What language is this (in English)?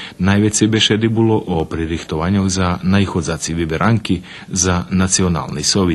Rusyn